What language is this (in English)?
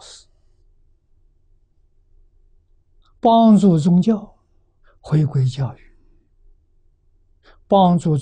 Chinese